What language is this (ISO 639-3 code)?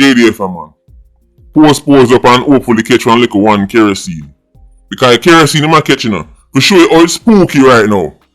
jam